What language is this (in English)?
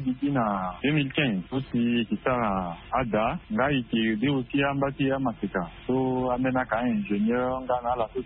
Sango